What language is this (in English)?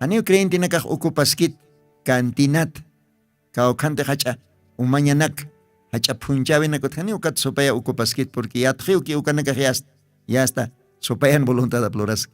Aymara